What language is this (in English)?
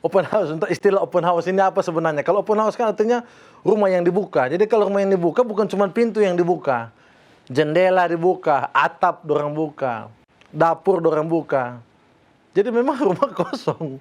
Manado Malay